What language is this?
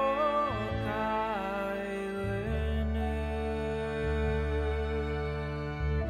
Icelandic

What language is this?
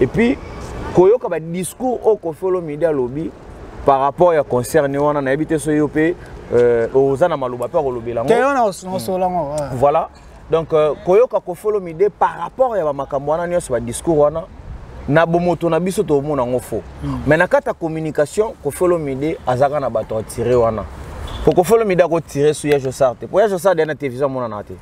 Lingala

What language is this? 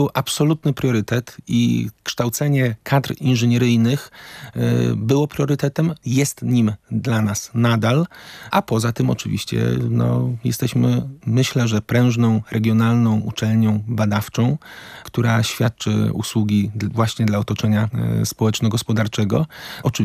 Polish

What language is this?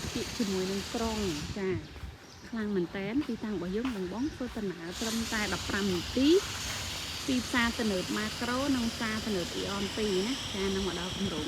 Khmer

